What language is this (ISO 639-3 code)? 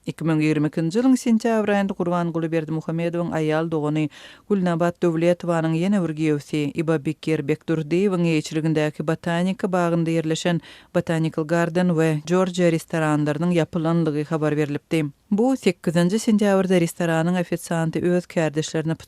tuk